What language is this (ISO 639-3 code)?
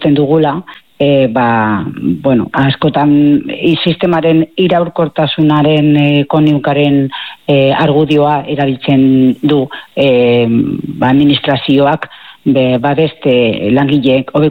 eus